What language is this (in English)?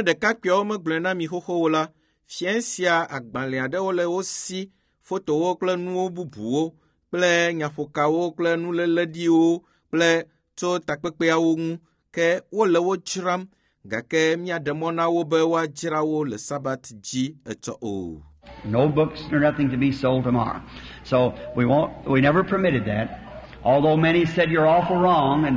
Ewe